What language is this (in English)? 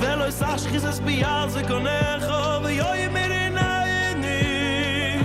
Yiddish